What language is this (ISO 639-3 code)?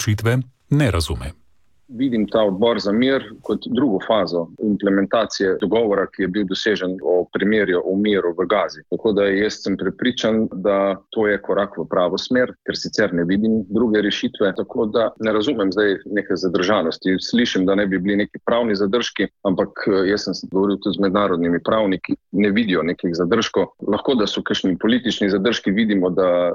slv